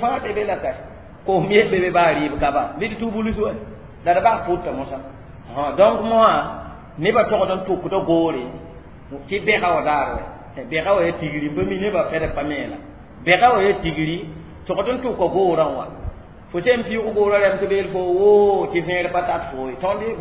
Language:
Mossi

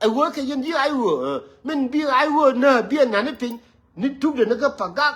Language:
Nuer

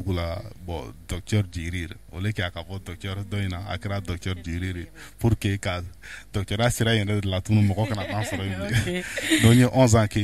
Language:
Bambara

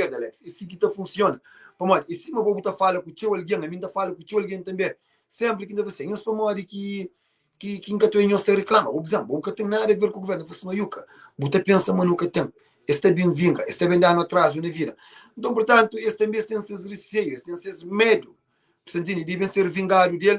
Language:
Kabuverdianu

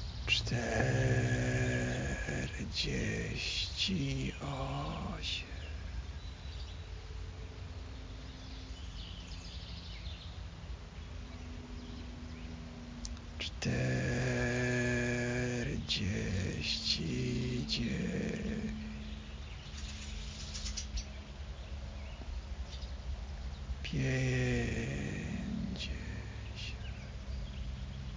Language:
Polish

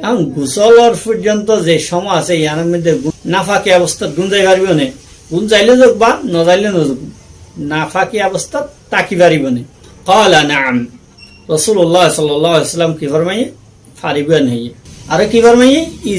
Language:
Rohingya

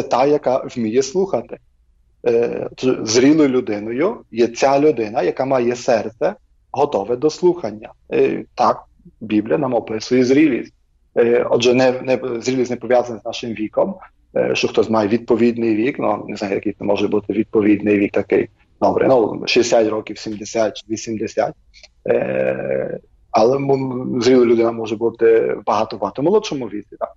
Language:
Ukrainian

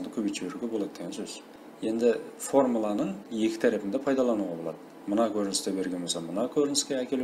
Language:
Kara-Kalpak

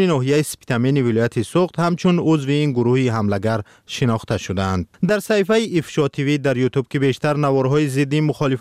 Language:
Persian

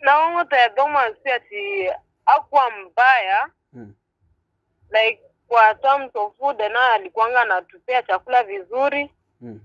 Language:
Gusii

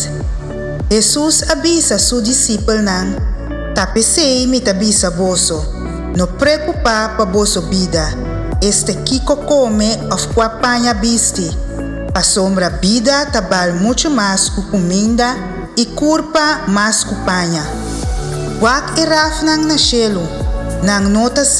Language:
Papiamento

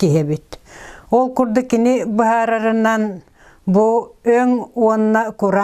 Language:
Yakut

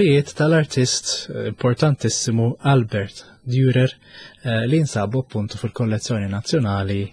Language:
Maltese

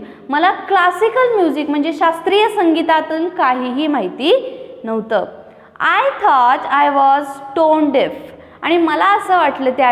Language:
Marathi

